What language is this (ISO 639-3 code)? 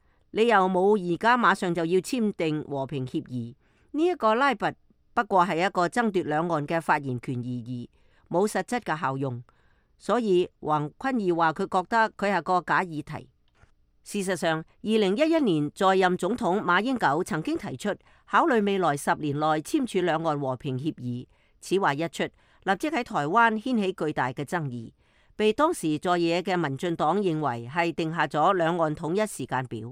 yue